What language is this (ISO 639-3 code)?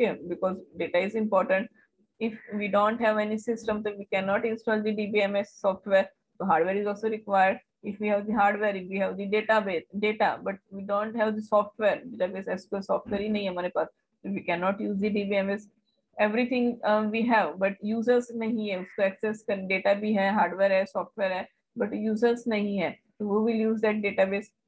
eng